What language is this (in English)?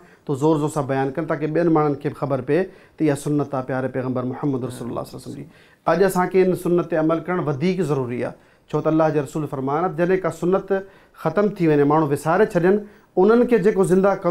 Sindhi